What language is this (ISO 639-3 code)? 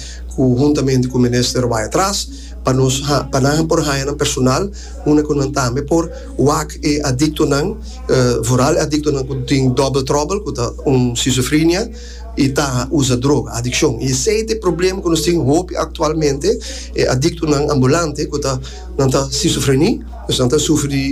pap